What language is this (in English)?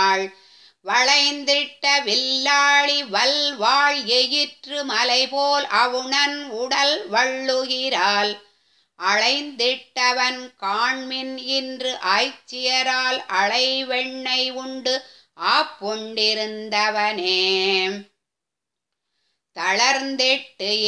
Tamil